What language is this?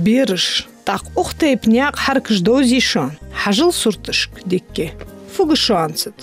Ingush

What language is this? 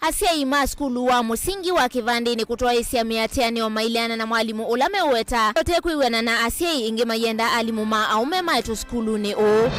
Kamba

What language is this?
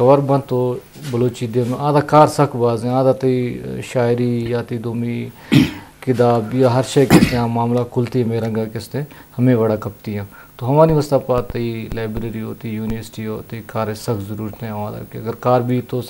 Eastern Balochi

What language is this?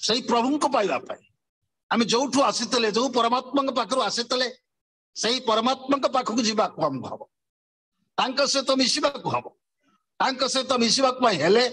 Odia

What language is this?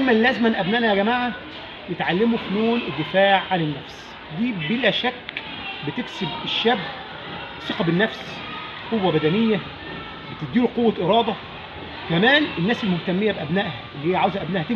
Egyptian Arabic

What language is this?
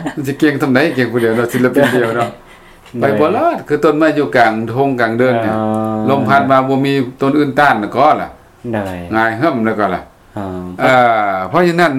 Lao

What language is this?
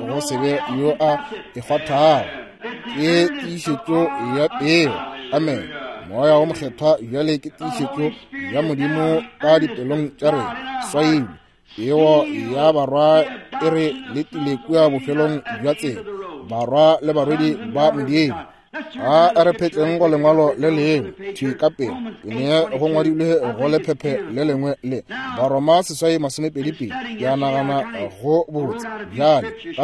Northern Sotho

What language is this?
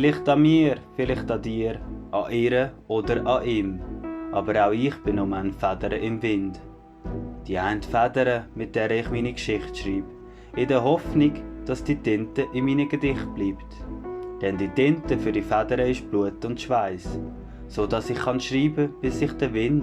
Swiss German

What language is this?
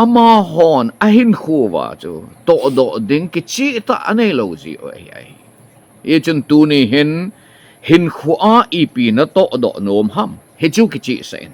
Thado Chin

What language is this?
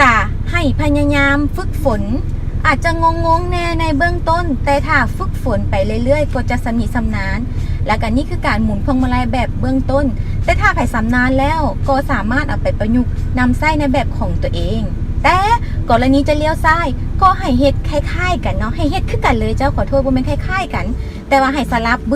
Lao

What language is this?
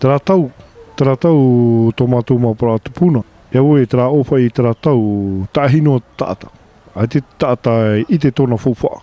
Tahitian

